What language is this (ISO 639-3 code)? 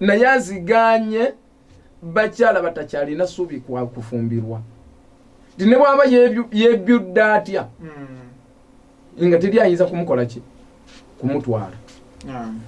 lug